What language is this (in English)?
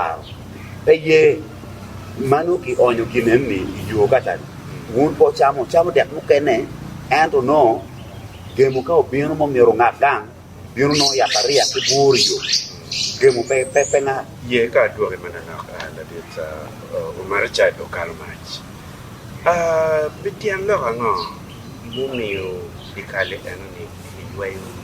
Acoli